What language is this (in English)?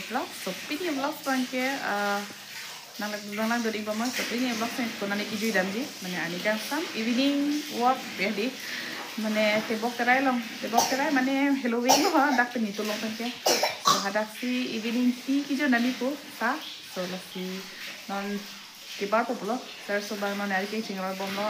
Karbi